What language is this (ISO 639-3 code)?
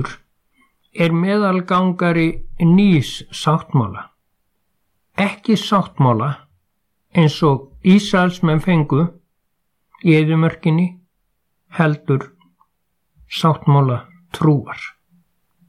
isl